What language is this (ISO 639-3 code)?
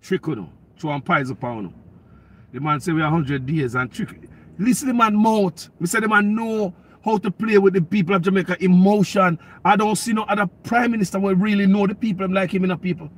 jam